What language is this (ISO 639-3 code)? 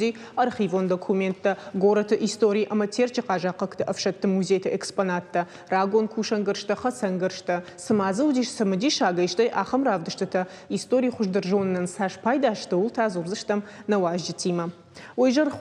oss